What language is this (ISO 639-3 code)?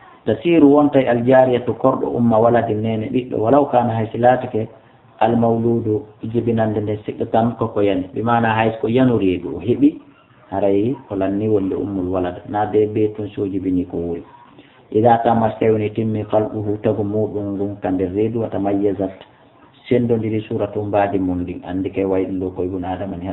ful